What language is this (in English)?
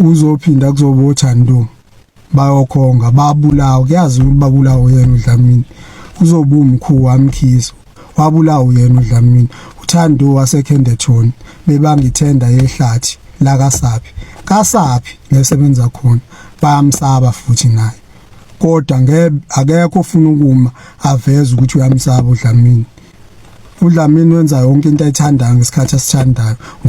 Zulu